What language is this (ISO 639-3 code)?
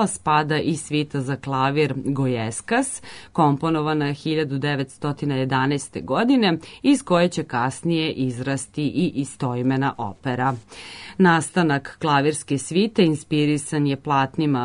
srp